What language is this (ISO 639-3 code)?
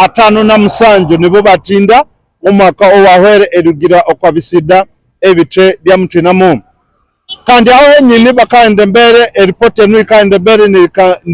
nyn